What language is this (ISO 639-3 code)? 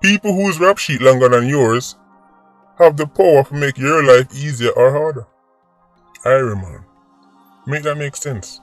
jam